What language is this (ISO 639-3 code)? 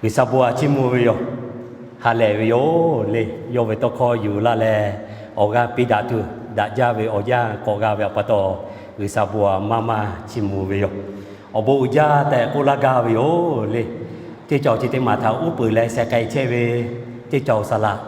lhu